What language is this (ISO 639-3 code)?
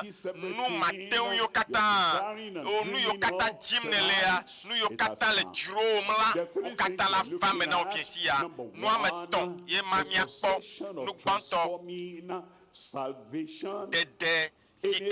ewe